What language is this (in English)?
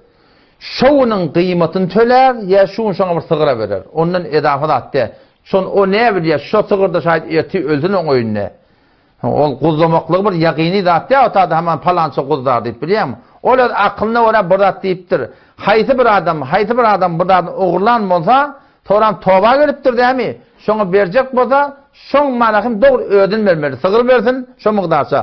Turkmen